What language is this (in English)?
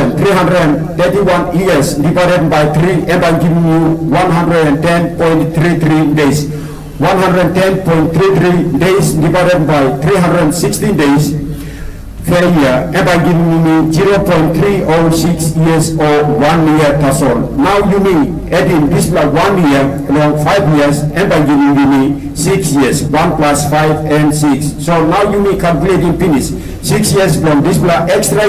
Tok Pisin